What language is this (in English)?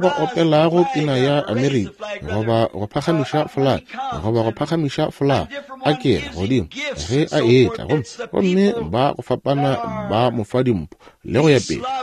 Northern Sotho